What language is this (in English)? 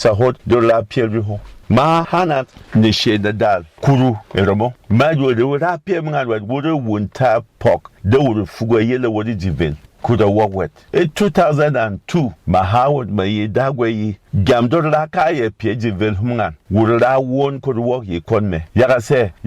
Berom